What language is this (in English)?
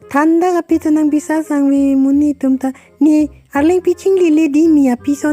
Karbi